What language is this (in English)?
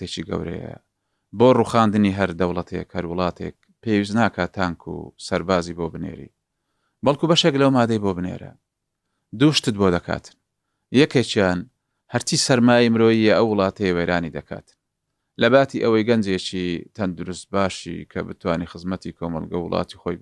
Central Kurdish